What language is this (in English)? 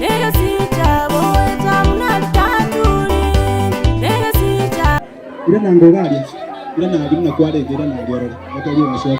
Gusii